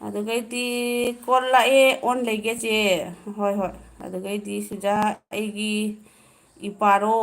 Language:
Manipuri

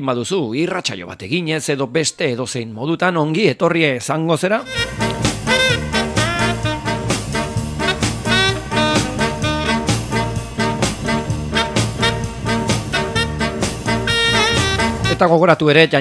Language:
Basque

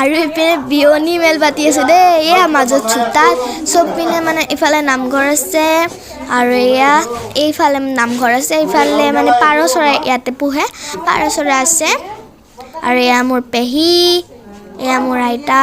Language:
Assamese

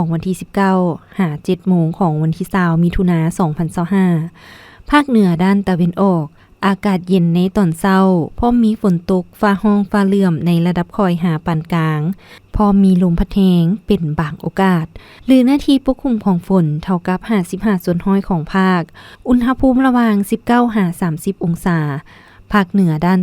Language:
Lao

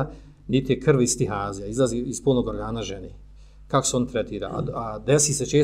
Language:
Bosnian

